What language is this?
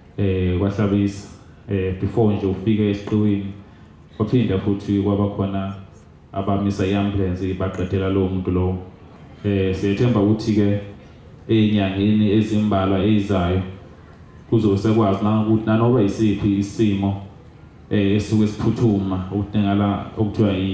Zulu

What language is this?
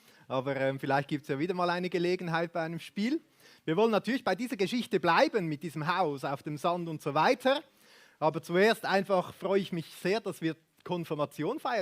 Swiss German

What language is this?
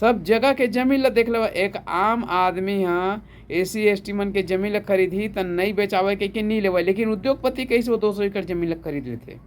Chhattisgarhi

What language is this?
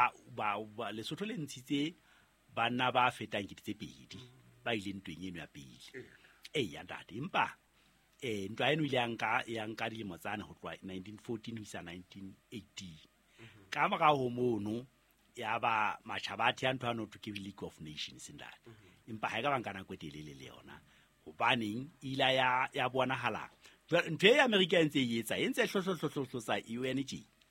Southern Sotho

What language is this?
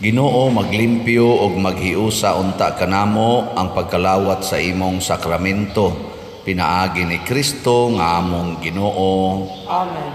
Cebuano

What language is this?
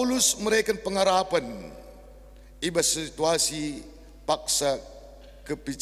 Batak Karo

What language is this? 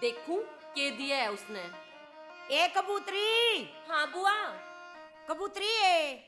Haryanvi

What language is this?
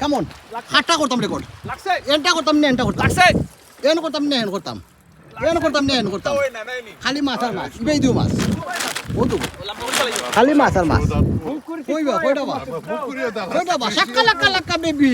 Sylheti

